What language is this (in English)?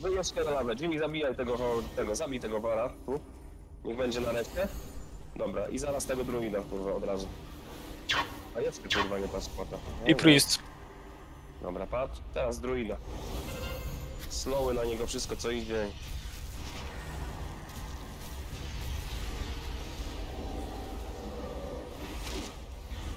Polish